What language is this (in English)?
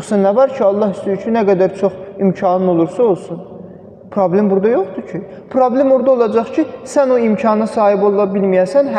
Azerbaijani